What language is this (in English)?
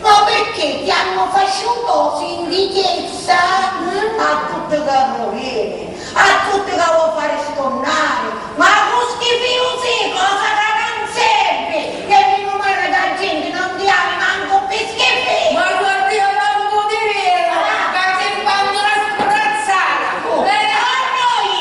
Sicilian